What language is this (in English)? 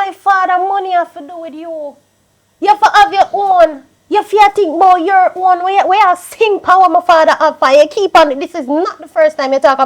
Jamaican Creole English